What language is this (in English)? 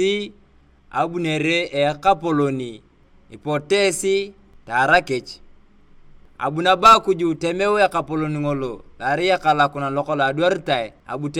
Turkana